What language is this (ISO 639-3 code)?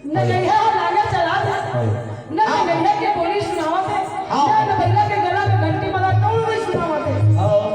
hne